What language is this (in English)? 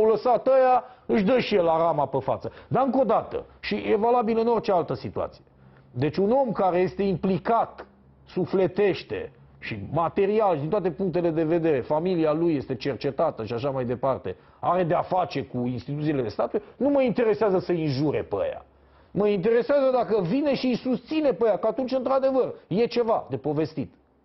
Romanian